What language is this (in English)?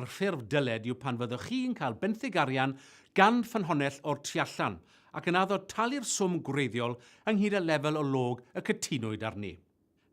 Welsh